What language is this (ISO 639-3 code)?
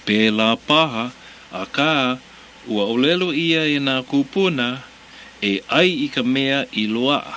haw